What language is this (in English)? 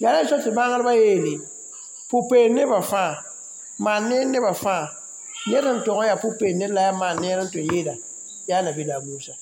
Mossi